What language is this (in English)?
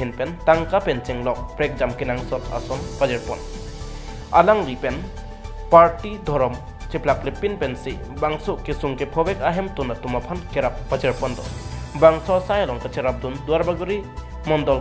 Karbi